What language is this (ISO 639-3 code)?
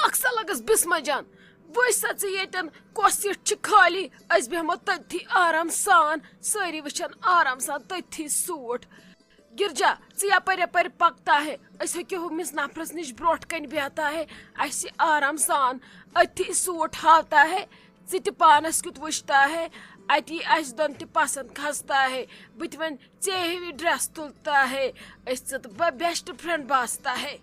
kas